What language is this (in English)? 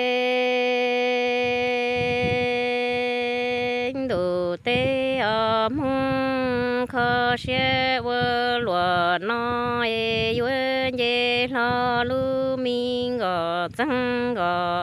Hmong